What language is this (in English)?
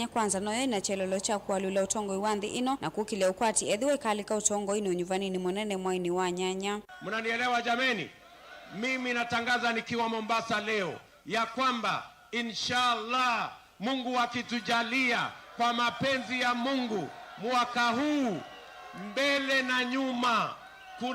Kamba